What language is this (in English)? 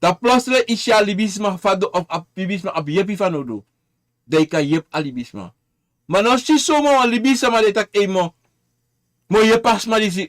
Sranan Tongo